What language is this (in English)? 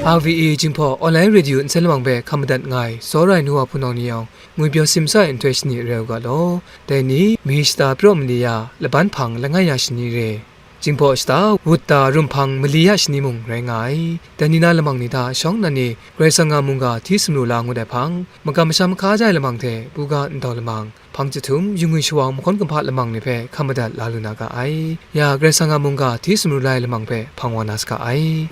Kachin